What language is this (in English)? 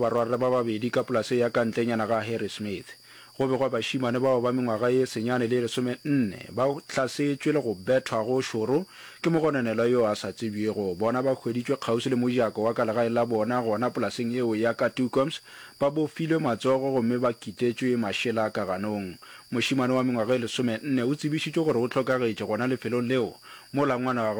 Northern Sotho